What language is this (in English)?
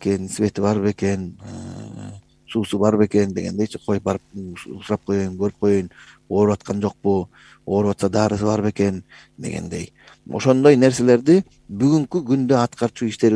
Kyrgyz